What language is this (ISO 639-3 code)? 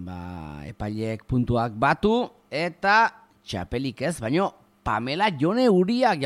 eus